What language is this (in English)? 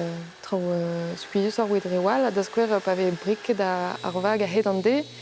Breton